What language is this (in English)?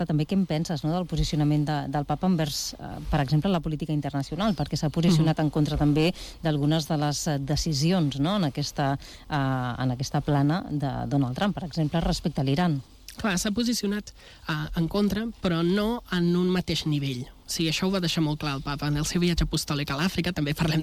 Catalan